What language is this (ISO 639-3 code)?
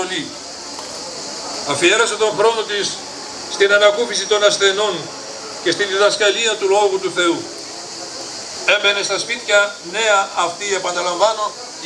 ell